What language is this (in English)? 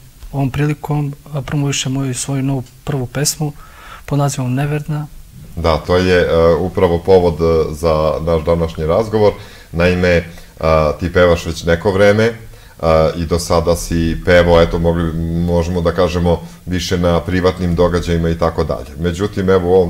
Serbian